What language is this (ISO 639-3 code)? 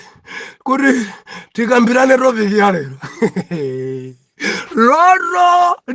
nya